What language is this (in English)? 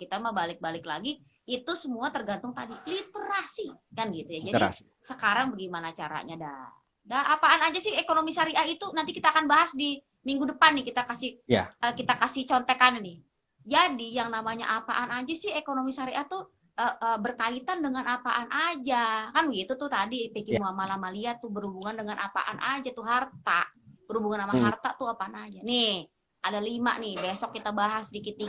Betawi